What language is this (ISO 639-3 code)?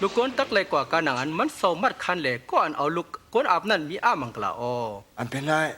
shn